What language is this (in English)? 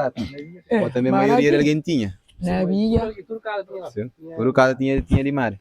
Kabuverdianu